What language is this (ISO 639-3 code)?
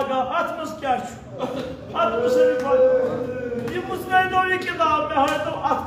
kas